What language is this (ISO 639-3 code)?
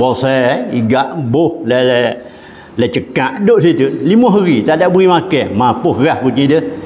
msa